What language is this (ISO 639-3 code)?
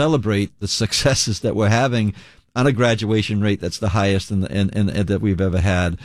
eng